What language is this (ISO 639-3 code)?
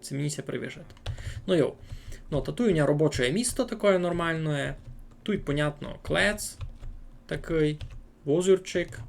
rue